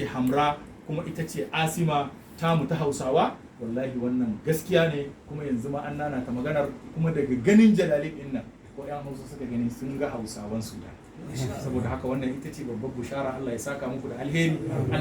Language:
Hausa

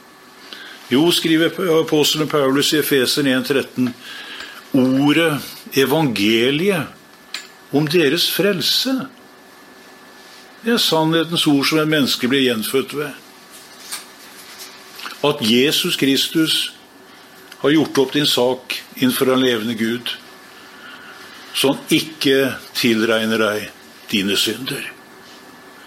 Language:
Norwegian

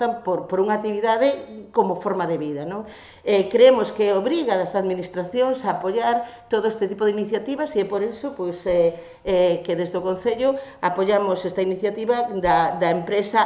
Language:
Galician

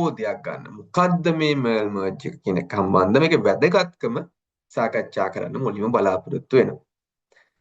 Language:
Sinhala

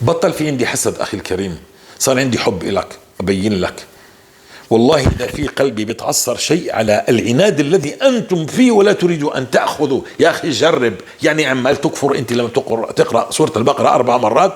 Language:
North Levantine Arabic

